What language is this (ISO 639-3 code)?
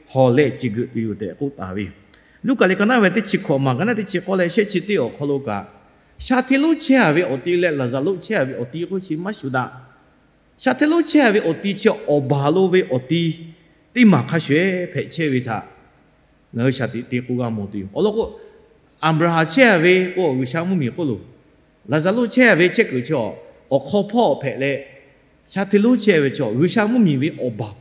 lhu